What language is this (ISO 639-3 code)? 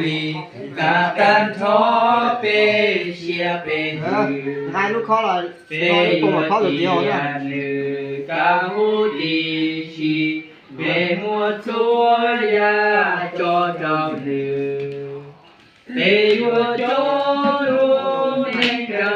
hmn